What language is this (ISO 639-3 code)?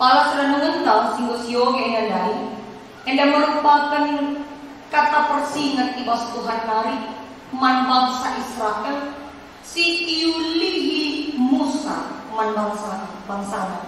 btx